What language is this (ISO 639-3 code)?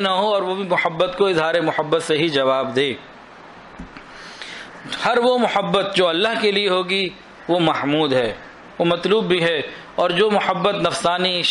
urd